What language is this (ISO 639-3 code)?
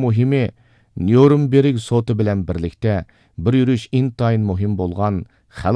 uig